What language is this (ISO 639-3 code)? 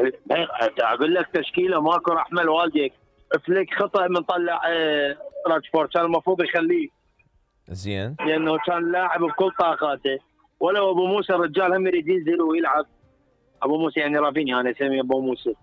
acm